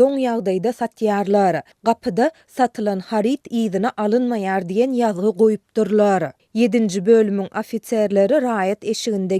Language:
Turkmen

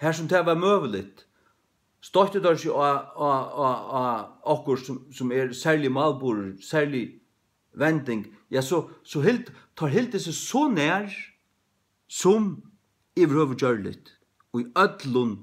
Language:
Faroese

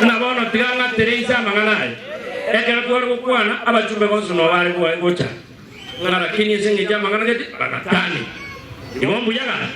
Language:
Gusii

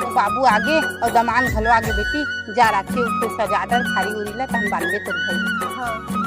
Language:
Chhattisgarhi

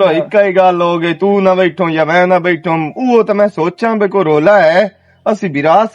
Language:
Western Panjabi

